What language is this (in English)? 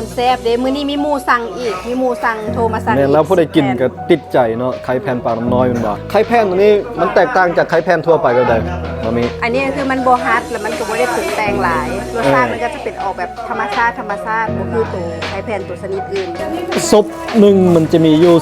Lao